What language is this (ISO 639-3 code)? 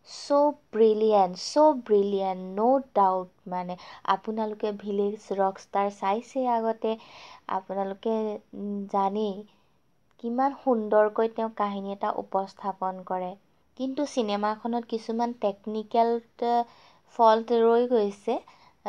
asm